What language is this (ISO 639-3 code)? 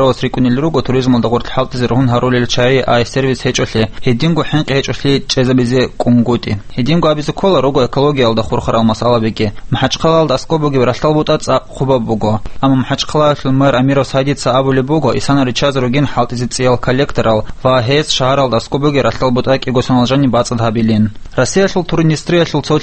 ava